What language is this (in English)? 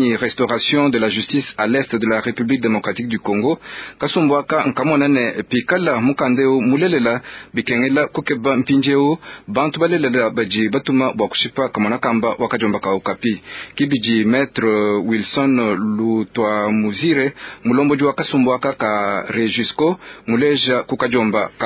Luba-Lulua